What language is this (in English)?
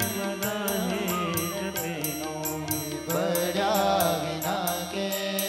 Gujarati